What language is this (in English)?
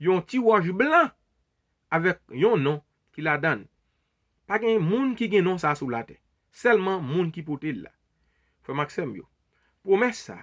Haitian Creole